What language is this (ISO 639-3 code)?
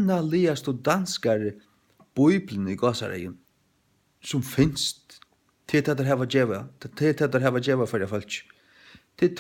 fao